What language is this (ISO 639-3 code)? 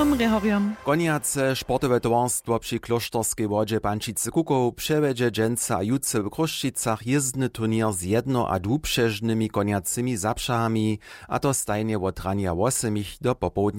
hsb